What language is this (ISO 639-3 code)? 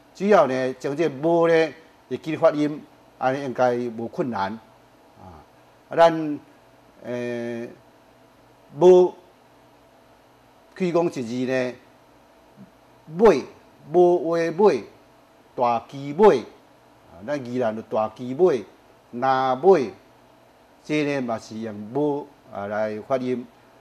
nan